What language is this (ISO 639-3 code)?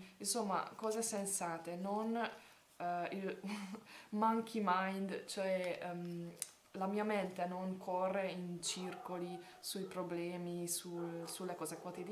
ita